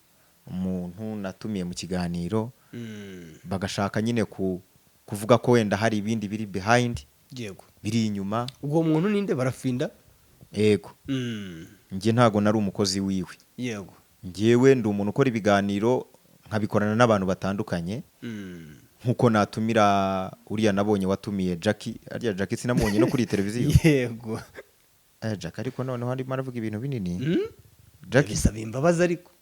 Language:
Kinyarwanda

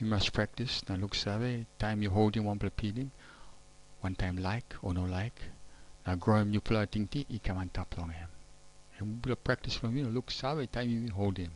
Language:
Tok Pisin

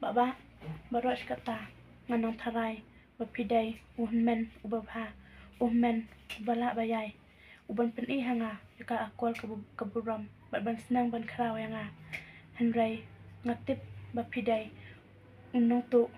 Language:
Khasi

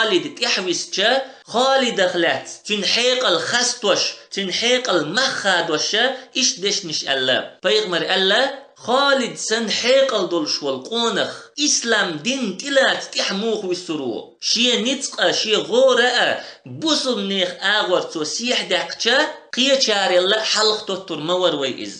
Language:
Chechen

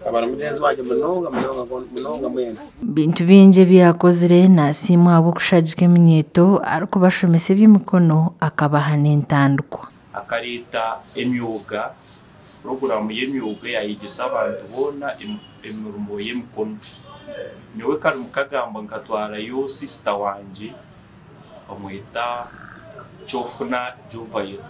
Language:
Nyankole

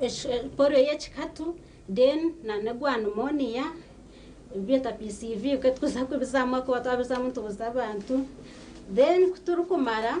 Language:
Nyankole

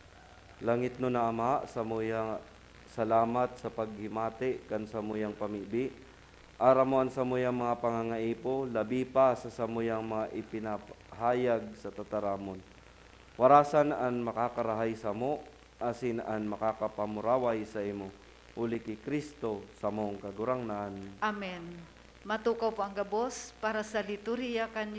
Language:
Bikol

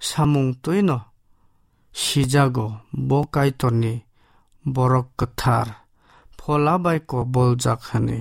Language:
Kok Borok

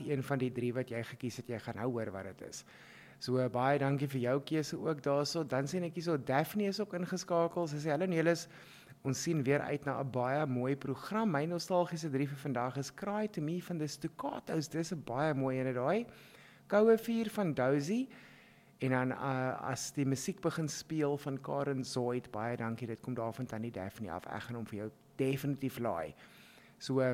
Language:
Afrikaans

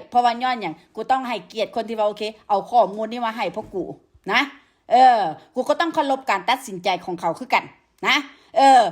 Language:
Northeastern Thai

